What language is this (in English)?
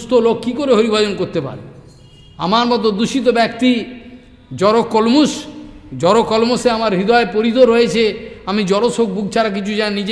Bangla